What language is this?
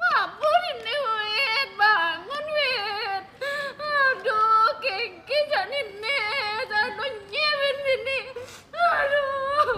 Balinese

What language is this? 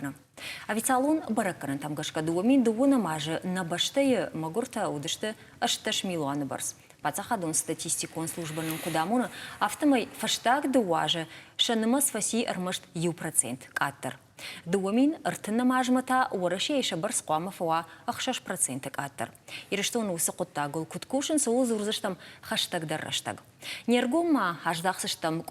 Ossetic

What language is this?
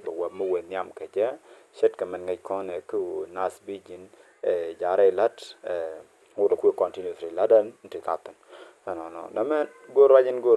Nuer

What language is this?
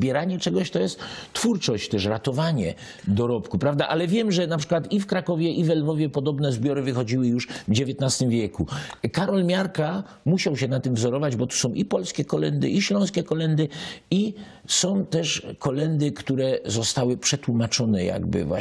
Silesian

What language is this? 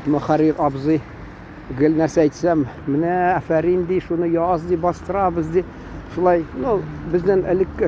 Tatar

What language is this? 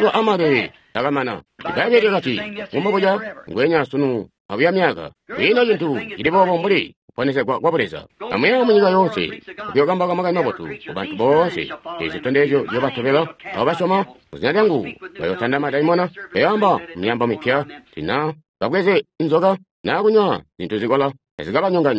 Tonga (Zambia)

